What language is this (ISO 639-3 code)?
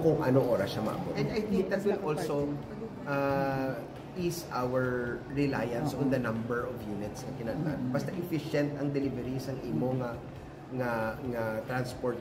hil